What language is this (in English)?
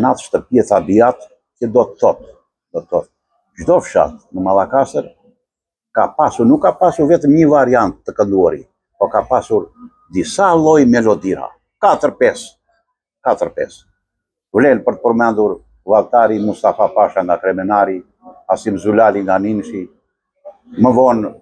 Albanian